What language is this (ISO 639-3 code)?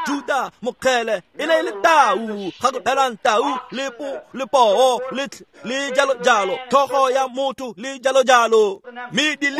tsn